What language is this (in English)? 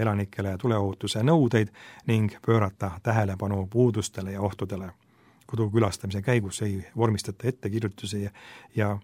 Estonian